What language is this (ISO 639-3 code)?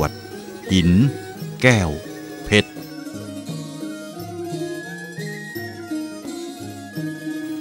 tha